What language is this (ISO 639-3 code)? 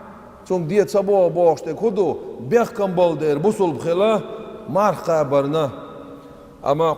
che